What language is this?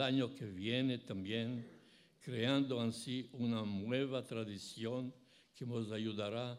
Ladino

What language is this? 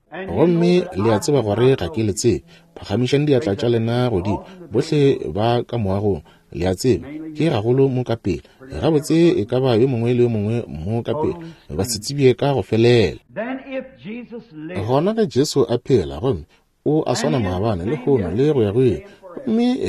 Northern Sotho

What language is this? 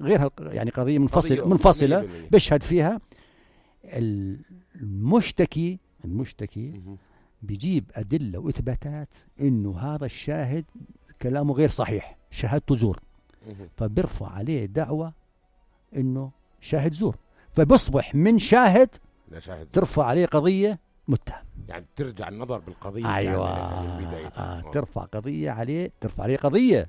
North Levantine Arabic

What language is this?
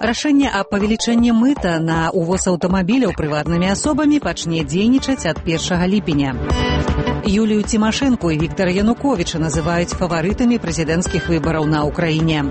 Belarusian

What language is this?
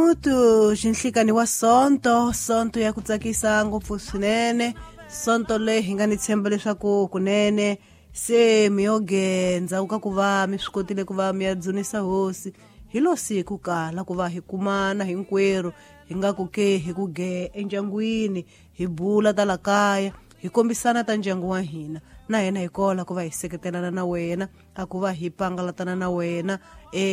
Tsonga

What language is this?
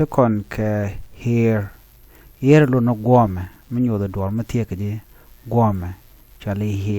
Nuer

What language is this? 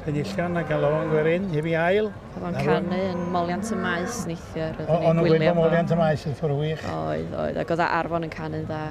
Welsh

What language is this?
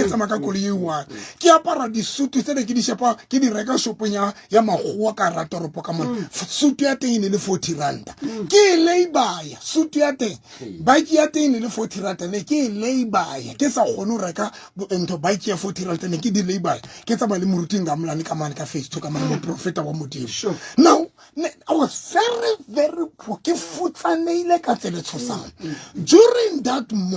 Southern Sotho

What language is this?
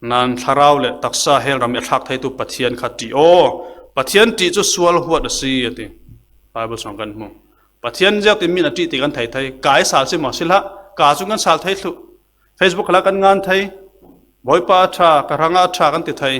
Falam Chin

